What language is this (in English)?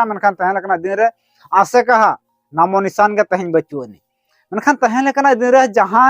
Santali